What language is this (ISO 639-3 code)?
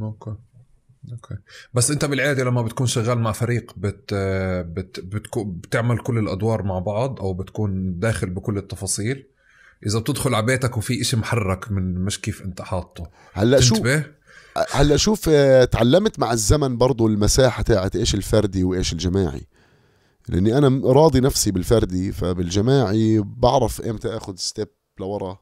apc